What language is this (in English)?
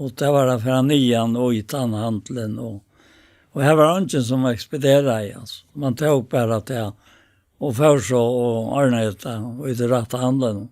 Faroese